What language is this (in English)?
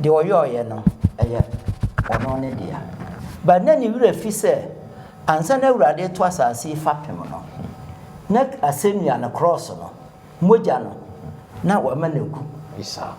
Akan